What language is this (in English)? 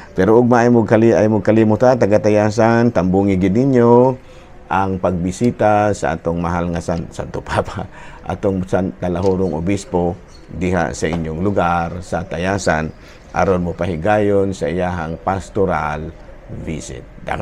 Cebuano